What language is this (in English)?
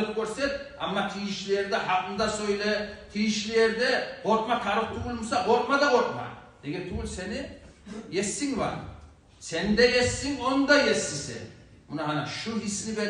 Kumyk